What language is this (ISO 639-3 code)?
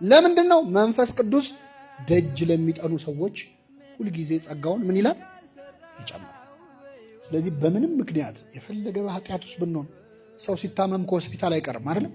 amh